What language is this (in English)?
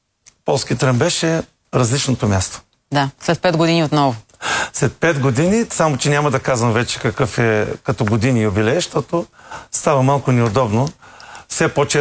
Bulgarian